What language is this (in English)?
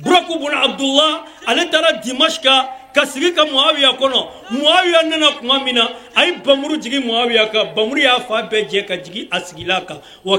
Bambara